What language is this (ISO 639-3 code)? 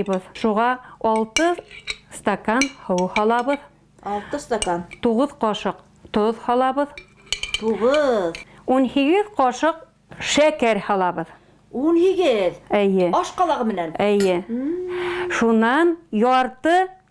bak